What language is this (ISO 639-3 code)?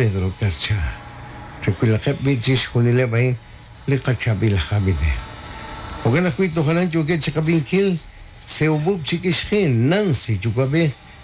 kek